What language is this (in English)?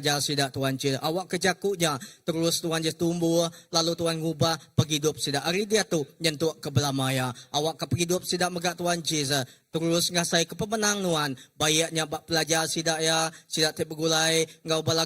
Iban